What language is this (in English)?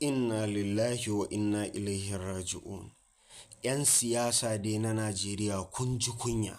Hausa